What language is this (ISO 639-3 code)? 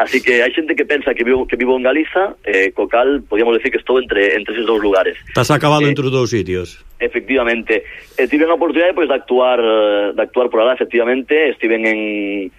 glg